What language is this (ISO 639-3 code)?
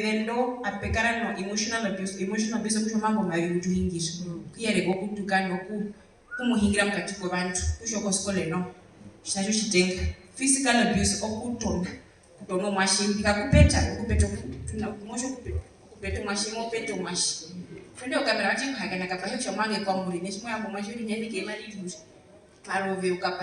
her